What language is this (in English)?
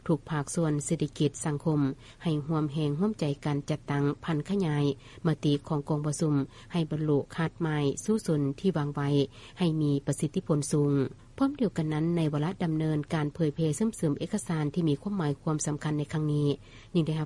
Lao